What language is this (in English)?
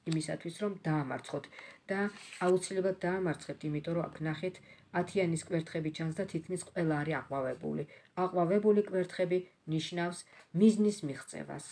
Georgian